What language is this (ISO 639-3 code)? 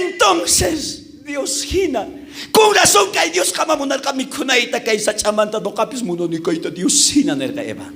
quh